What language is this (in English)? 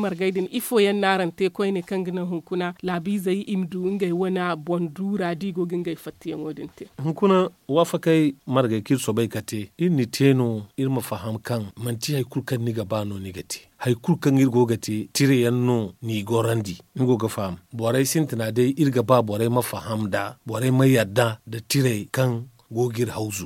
Zarma